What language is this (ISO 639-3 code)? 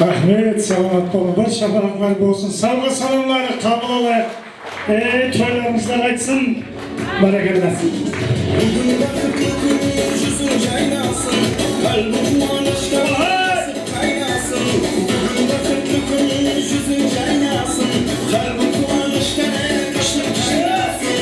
kaa